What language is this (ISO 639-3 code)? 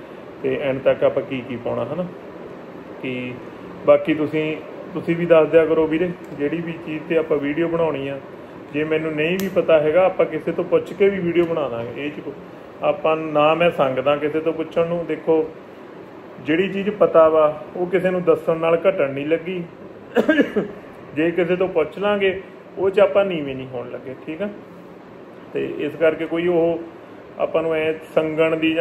pan